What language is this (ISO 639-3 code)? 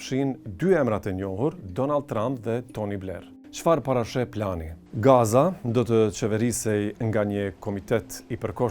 sqi